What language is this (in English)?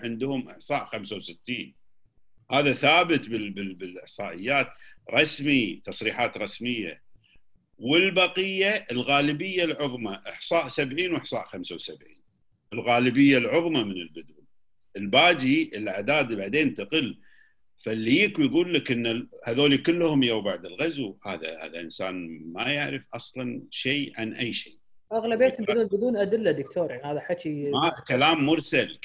Gulf Arabic